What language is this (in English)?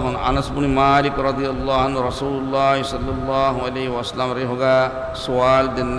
Divehi